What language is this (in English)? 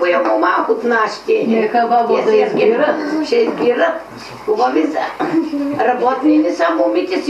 Bulgarian